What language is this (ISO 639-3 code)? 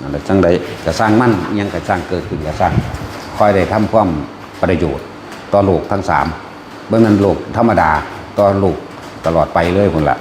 lao